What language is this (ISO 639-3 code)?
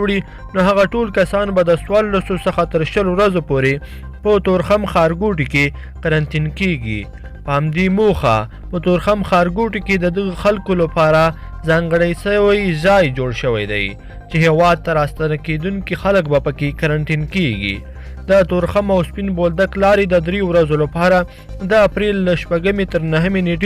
pus